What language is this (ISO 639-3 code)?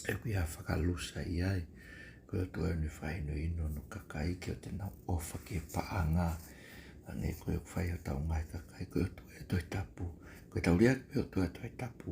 ton